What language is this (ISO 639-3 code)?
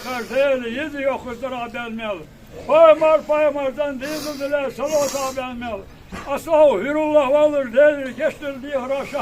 inh